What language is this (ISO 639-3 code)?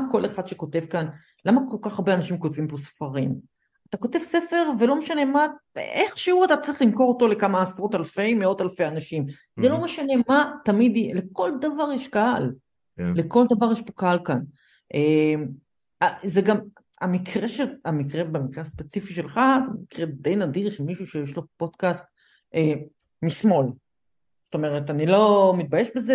heb